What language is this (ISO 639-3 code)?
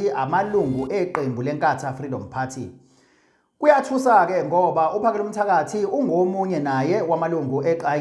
zul